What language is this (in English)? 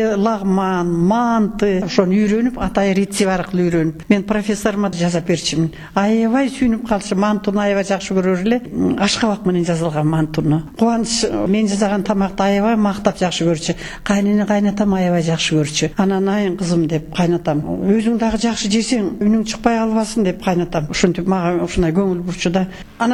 Kyrgyz